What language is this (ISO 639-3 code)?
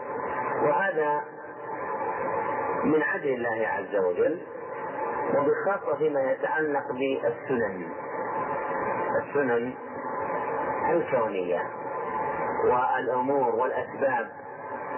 ara